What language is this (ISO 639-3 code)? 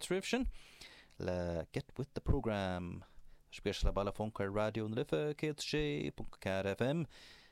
gle